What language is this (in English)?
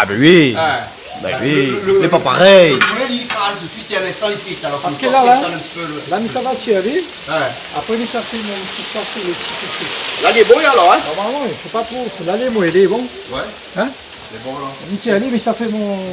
Réunion Creole French